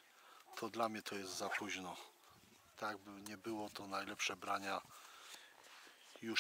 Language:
Polish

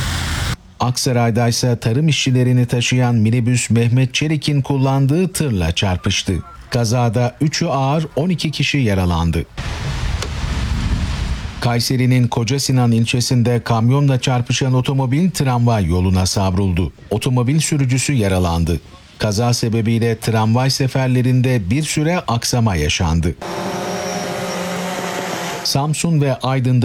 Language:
Turkish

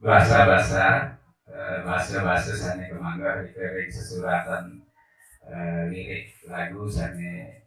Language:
Balinese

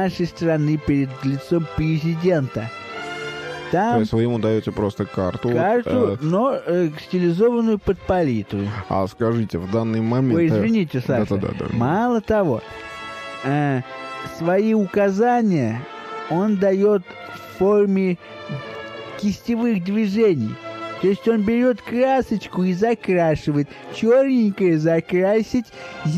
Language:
Russian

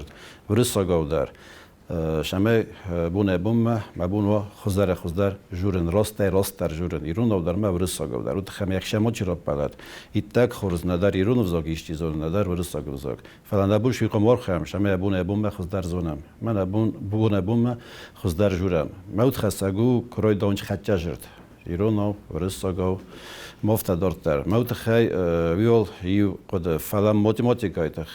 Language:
Ossetic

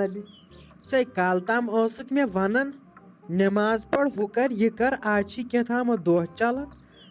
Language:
Kashmiri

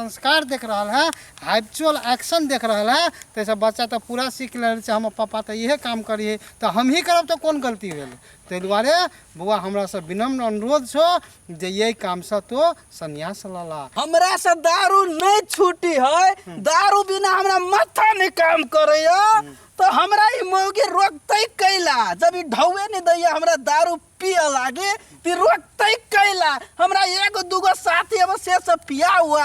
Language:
Maithili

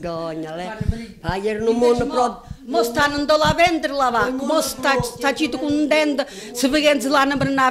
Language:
Italian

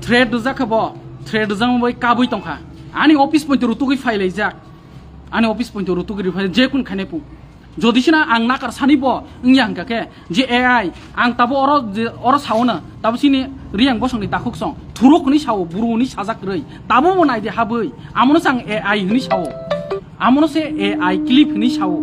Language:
Kok Borok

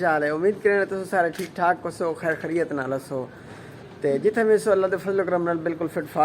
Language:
Saraiki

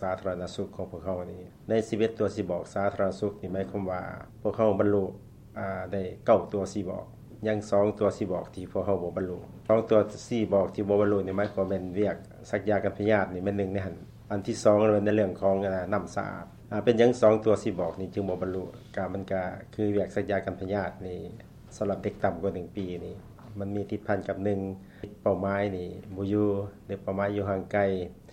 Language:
Lao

